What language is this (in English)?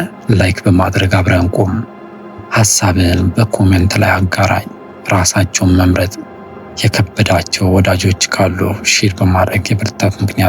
Amharic